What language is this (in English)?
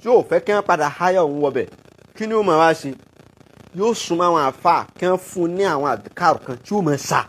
Yoruba